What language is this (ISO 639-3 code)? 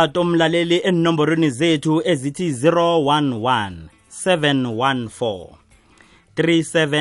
nbl